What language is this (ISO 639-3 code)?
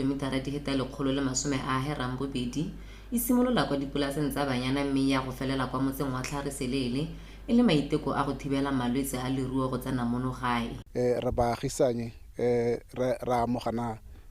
tsn